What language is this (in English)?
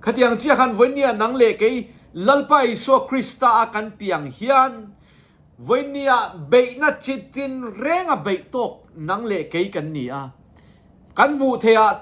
Mizo